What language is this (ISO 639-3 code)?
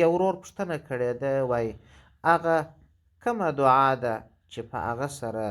pus